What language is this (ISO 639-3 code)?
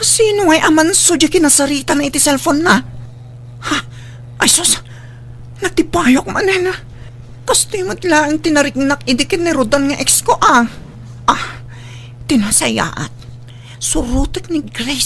ilo